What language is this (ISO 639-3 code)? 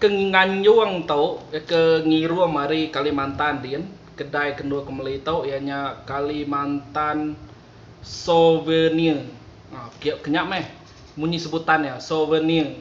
iba